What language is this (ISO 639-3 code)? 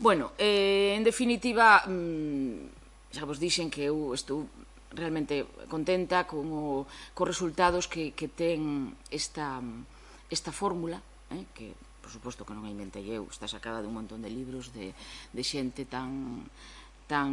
glg